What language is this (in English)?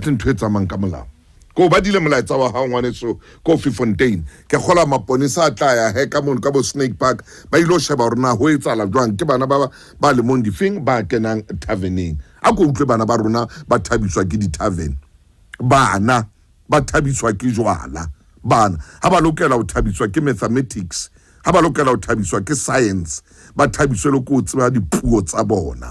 Southern Sotho